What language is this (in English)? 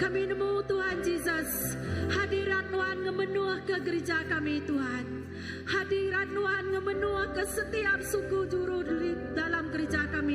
Iban